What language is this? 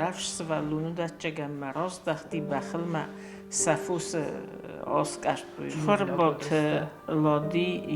Ossetic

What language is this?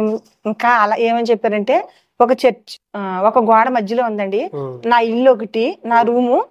Telugu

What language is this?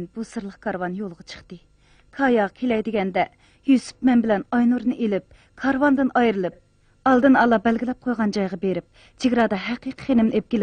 Uyghur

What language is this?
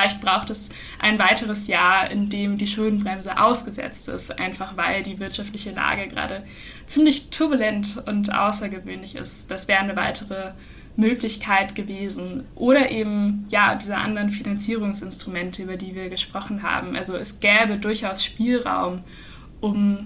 German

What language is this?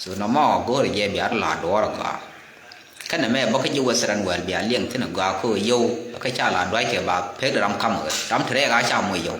Nuer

